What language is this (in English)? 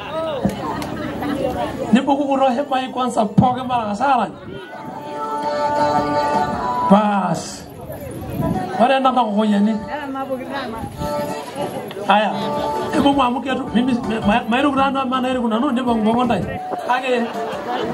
Swahili